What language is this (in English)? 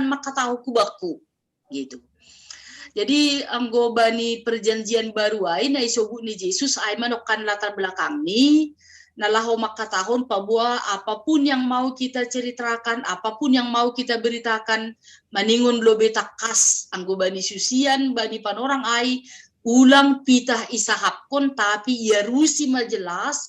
Batak Simalungun